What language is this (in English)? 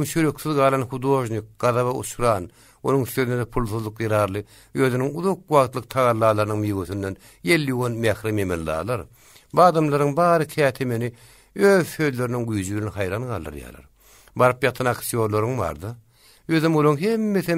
Turkmen